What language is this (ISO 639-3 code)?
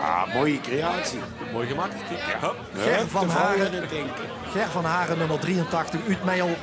lim